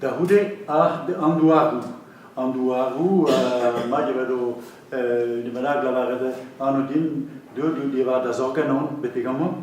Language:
Breton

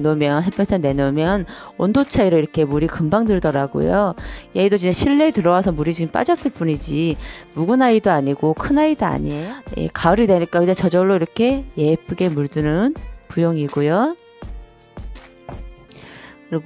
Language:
Korean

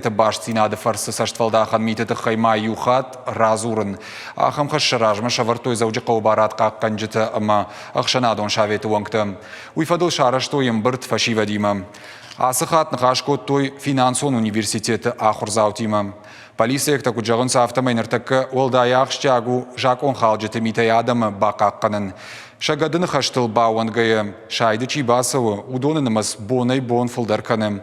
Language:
Ossetic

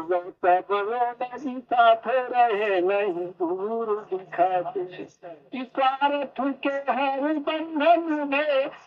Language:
Awadhi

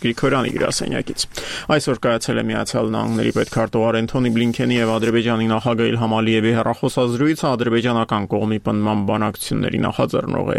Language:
Armenian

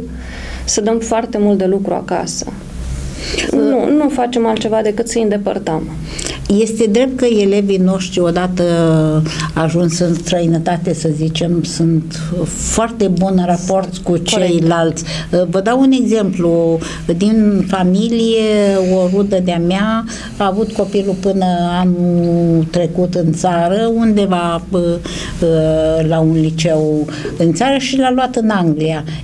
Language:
Romanian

